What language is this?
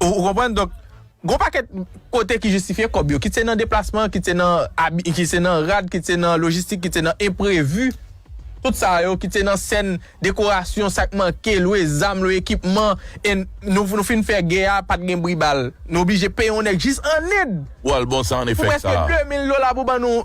Haitian Creole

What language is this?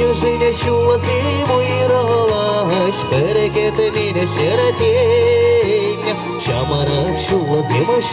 Chuvash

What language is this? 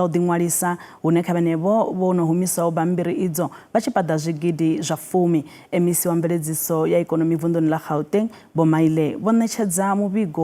Venda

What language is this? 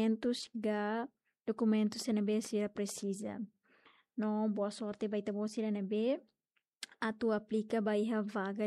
Tetum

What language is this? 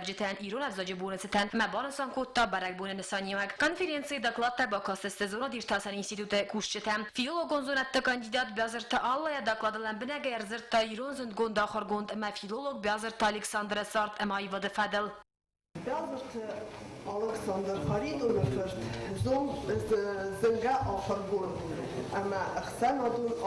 Ossetic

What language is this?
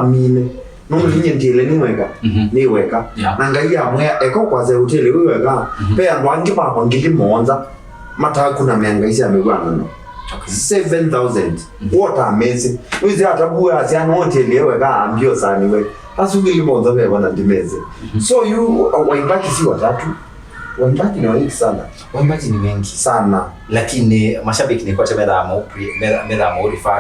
Kamba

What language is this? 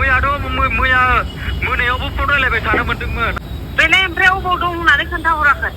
Bodo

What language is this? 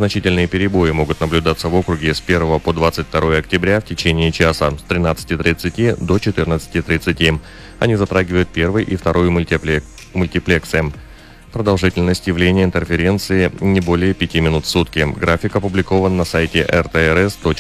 Russian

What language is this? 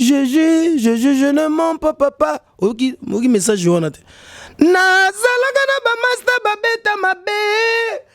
Lingala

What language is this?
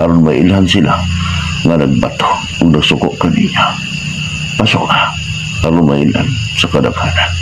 Cebuano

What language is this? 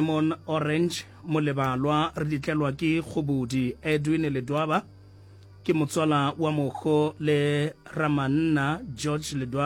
Northern Sotho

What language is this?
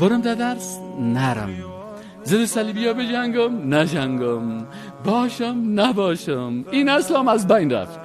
Persian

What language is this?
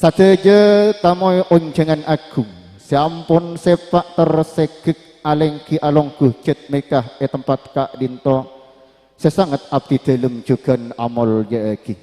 Madurese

